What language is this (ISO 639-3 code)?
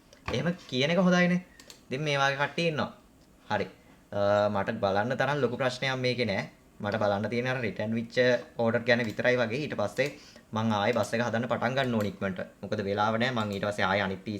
sin